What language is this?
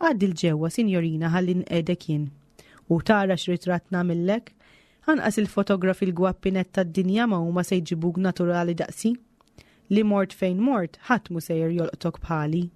Maltese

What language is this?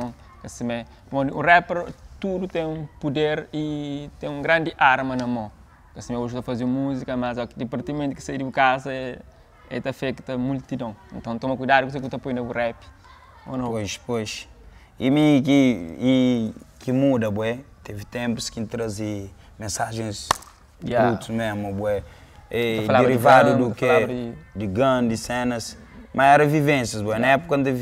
Kabuverdianu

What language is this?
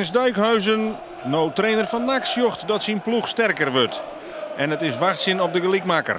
Western Frisian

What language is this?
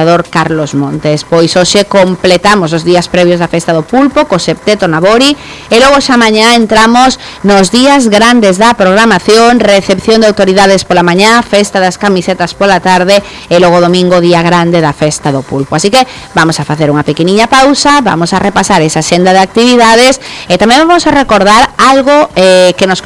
Galician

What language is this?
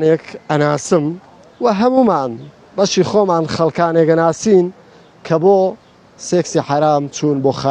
Central Kurdish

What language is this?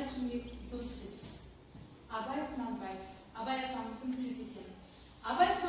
Kazakh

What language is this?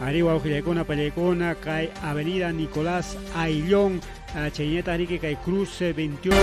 Ayacucho Quechua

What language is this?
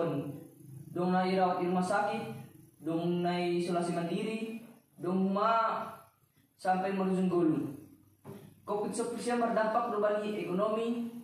Batak Simalungun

